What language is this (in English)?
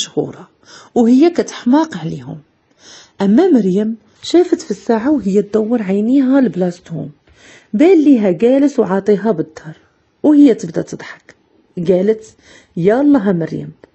Moroccan Arabic